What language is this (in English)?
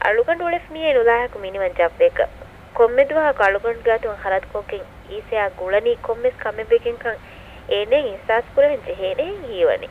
Divehi